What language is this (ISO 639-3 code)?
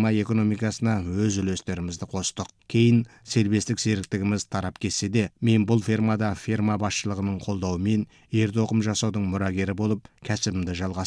kaz